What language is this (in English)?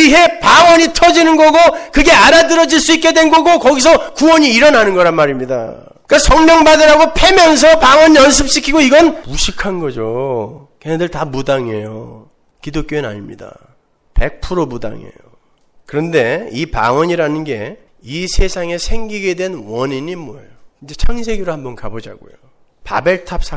Korean